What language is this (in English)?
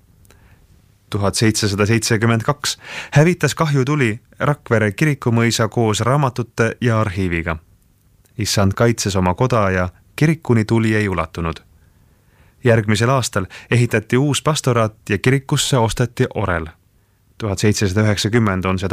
Estonian